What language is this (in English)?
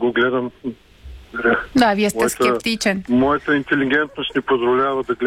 Bulgarian